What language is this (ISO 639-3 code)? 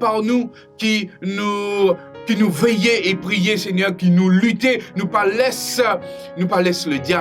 mfe